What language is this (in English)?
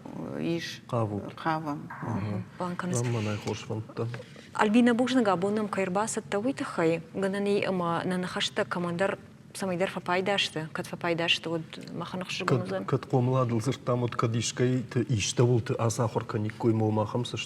Ossetic